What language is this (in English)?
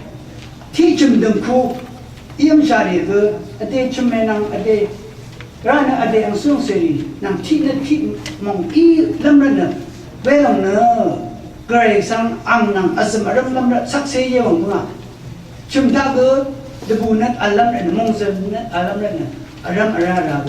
Rawang